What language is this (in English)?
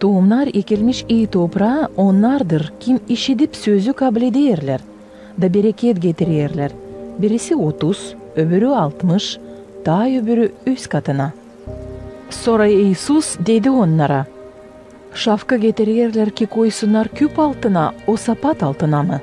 Gagauz